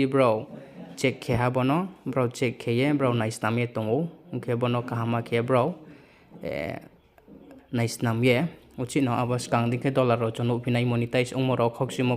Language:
Riang (India)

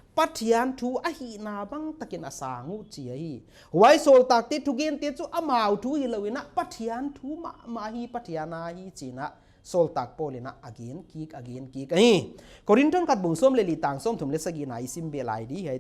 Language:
Paite Chin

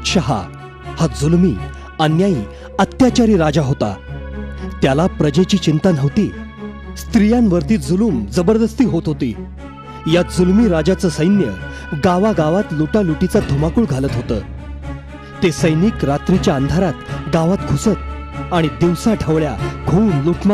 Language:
Marathi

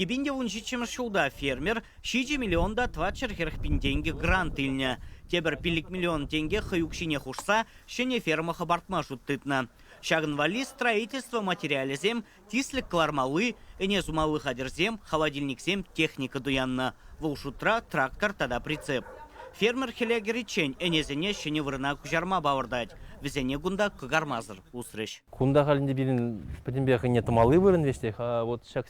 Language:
Chuvash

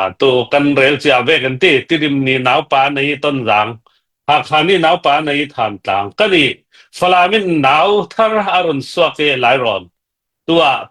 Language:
Hakha Chin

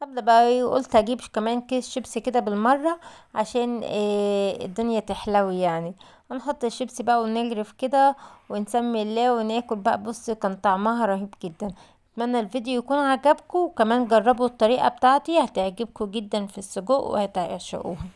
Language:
Egyptian Arabic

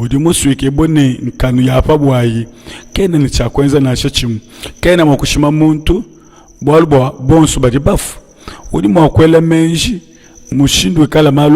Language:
Luba-Lulua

